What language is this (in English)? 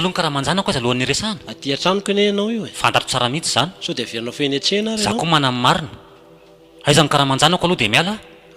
Malagasy